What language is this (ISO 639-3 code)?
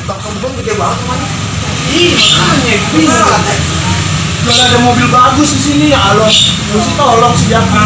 bew